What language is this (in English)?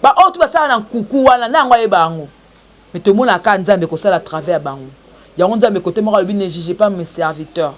Lingala